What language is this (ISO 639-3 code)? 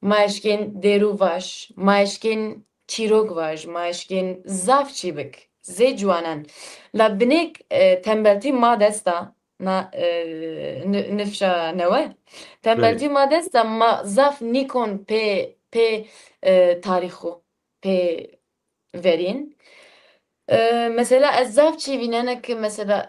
zza